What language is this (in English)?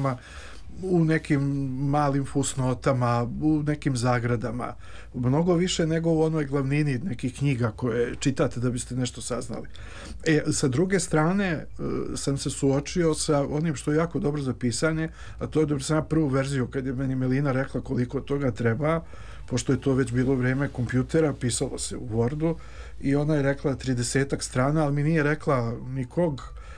Serbian